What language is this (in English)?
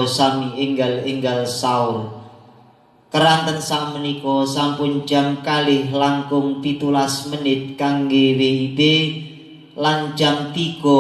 Javanese